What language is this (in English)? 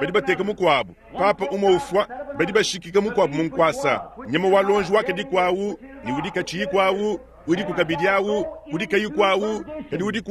Luba-Lulua